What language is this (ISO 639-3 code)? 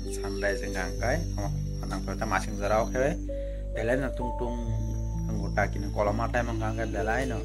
trp